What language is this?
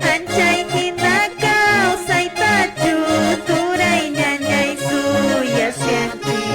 Quechua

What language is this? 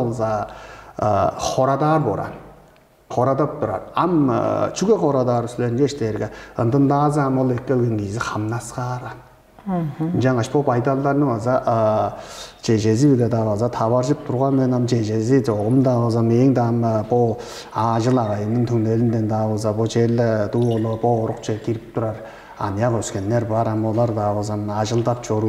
Tuvinian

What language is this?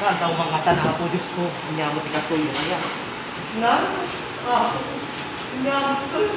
Iloko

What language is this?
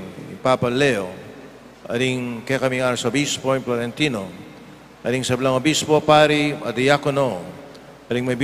Pampanga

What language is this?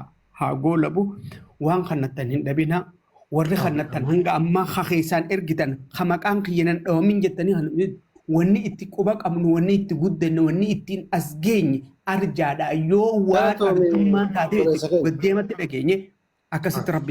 Oromo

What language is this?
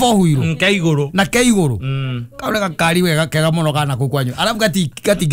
Kikuyu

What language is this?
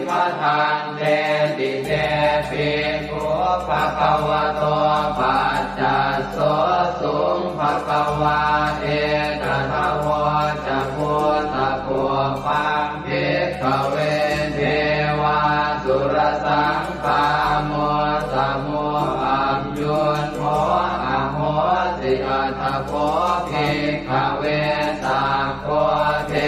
Pali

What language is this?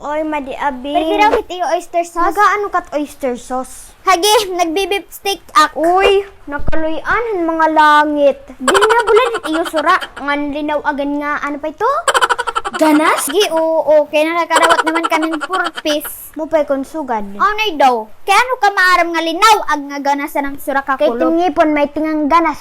Waray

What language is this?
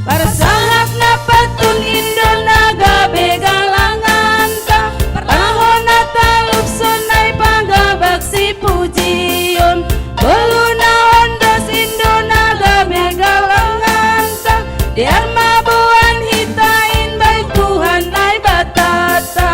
Batak Simalungun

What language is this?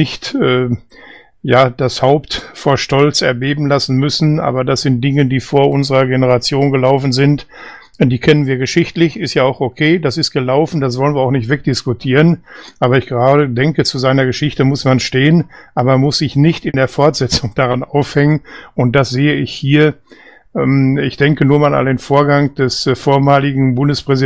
German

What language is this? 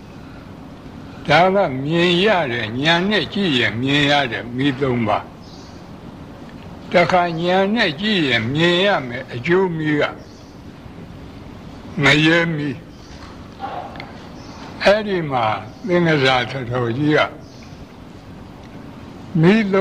Burmese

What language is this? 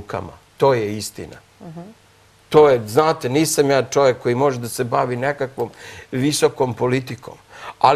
Serbian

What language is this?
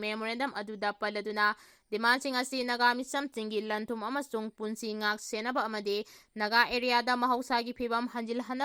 Manipuri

